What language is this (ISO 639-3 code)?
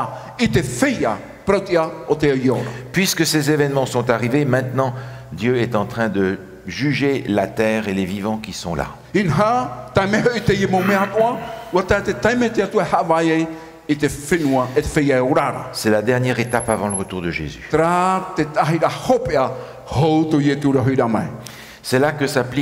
tah